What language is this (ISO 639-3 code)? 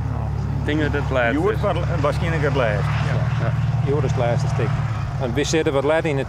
fry